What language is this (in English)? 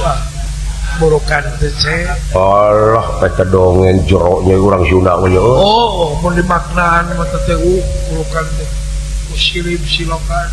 Sundanese